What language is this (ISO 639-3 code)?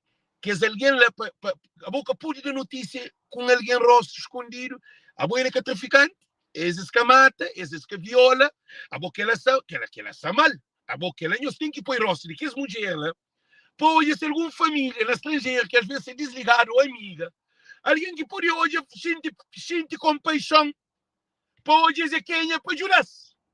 kea